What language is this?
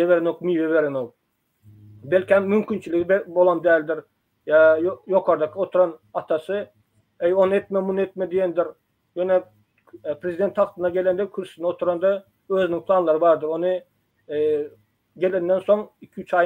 Turkmen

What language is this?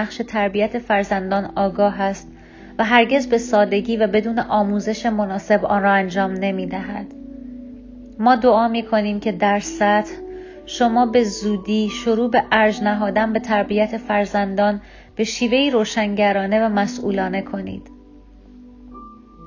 Persian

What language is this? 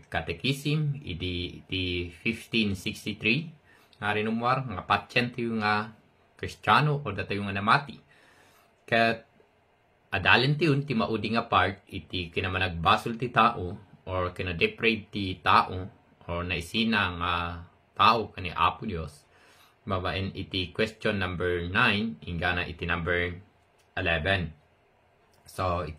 Iloko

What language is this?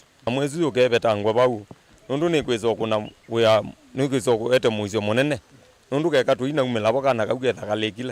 Kamba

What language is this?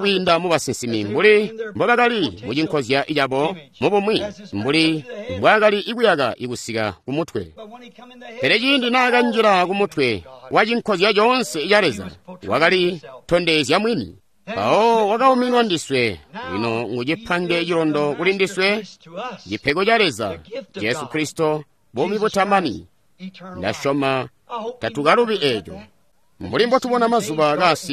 Tonga (Zambia)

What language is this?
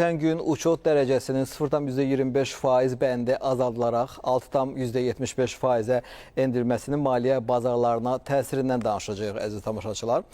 Azerbaijani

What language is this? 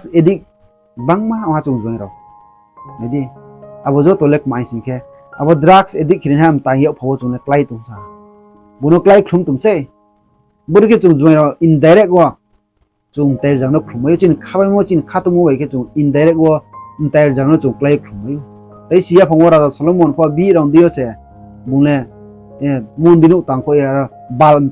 Riang (India)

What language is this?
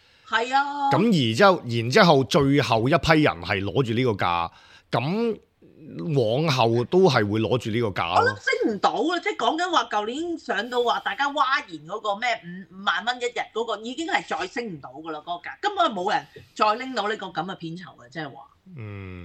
Cantonese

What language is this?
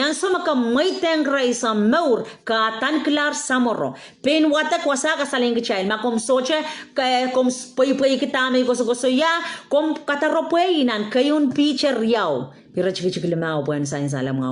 Pohnpeian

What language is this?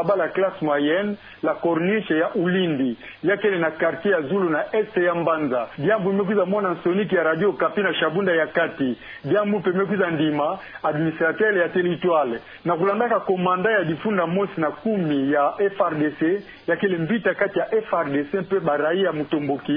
Kituba (Democratic Republic of Congo)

